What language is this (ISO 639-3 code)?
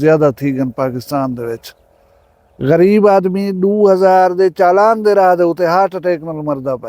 skr